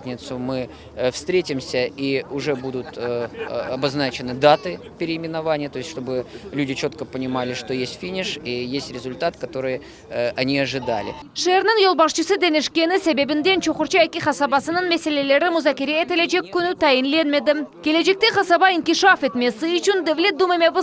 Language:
Crimean Tatar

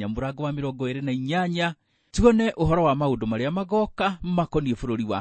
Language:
Kikuyu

